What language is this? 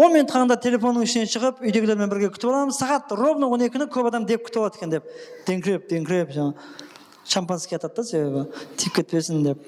Kara-Kalpak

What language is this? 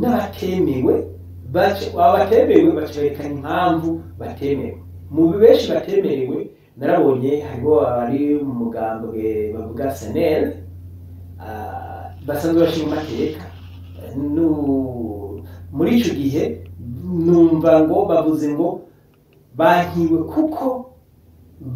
Rundi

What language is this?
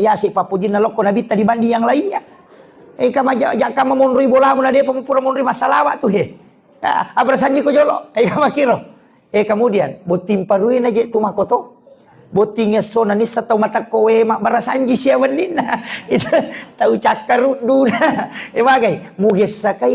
Buginese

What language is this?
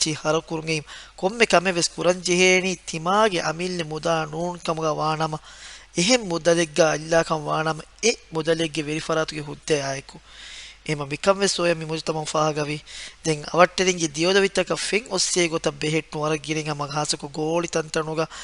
Divehi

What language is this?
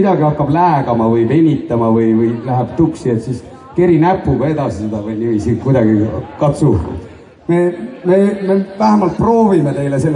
Estonian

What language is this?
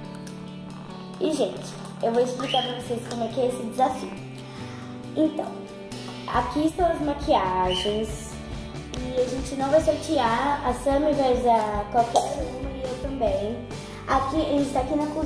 Portuguese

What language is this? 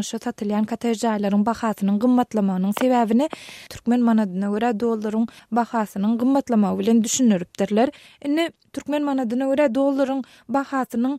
Turkmen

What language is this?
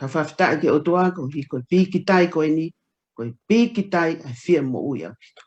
Tongan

